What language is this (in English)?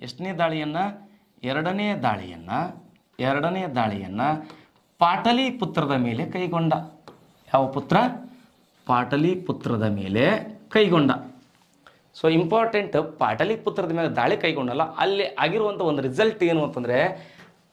Kannada